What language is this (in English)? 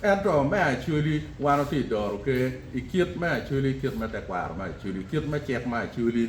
Acoli